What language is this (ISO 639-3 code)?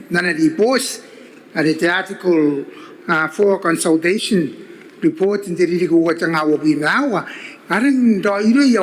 gil